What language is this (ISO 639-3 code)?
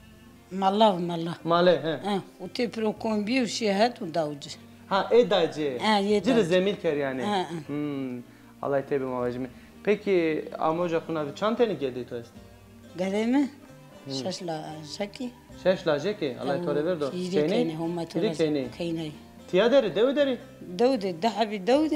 zza